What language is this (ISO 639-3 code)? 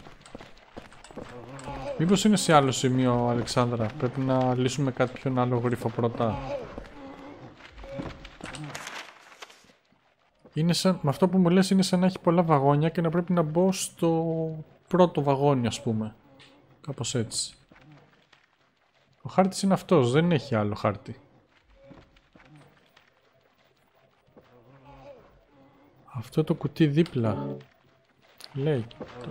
ell